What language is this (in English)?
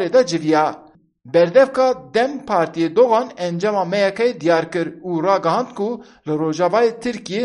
Kurdish